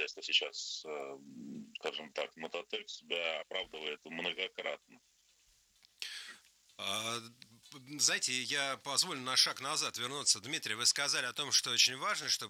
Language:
Russian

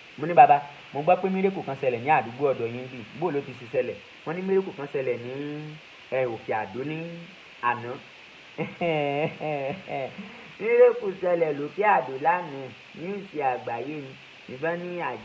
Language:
Yoruba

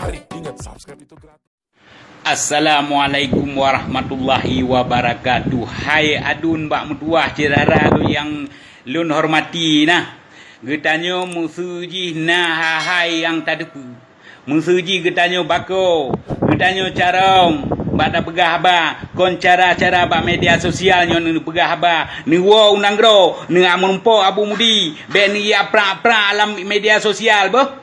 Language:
Achinese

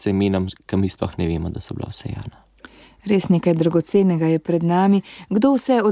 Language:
Slovenian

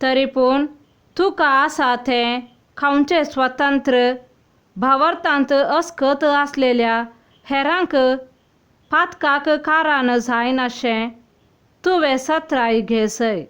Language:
Konkani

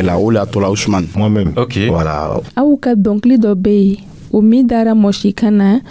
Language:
Dyula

